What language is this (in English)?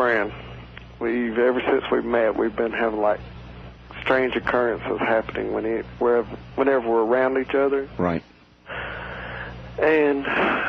English